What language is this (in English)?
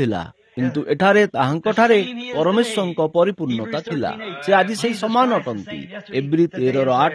Odia